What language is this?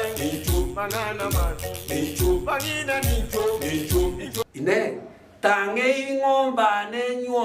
Gusii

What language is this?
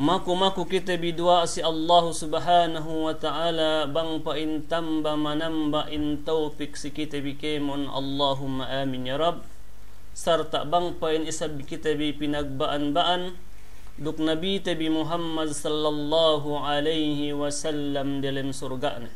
Yakan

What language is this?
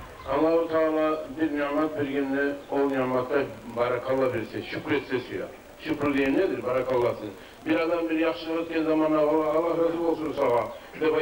Kumyk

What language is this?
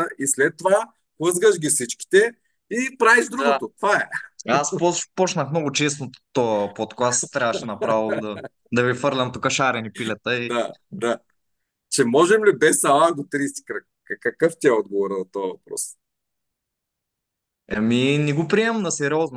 Bulgarian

